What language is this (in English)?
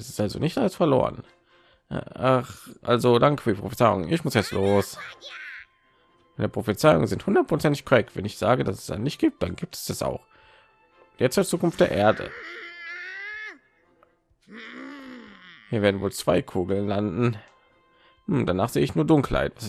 German